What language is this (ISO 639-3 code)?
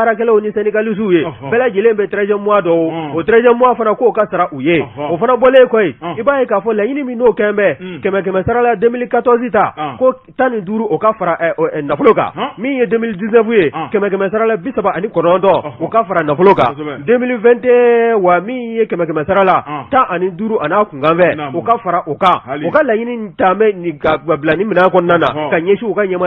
bam